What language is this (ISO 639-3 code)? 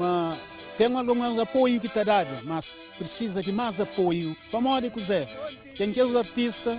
kea